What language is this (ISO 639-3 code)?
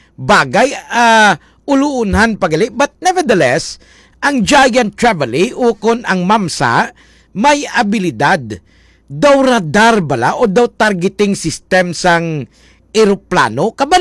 hil